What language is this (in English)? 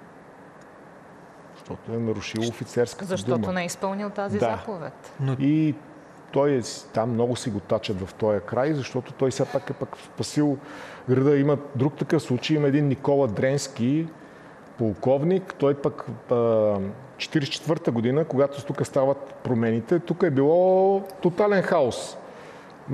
Bulgarian